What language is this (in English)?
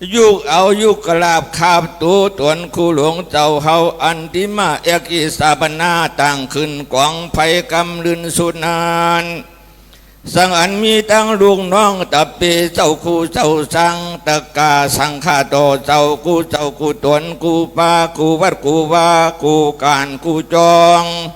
Shan